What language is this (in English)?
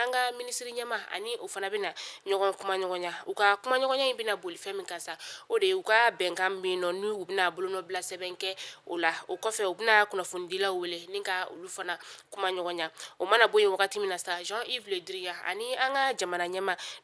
Bambara